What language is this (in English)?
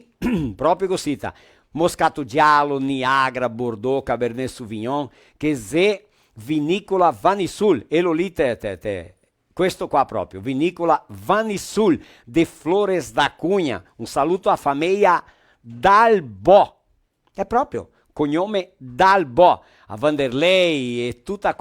Venetian